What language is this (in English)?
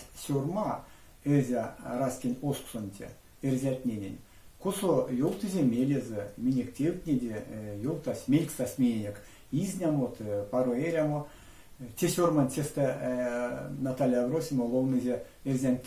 Erzya